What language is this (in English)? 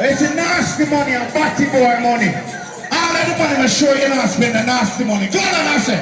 Jamaican Creole English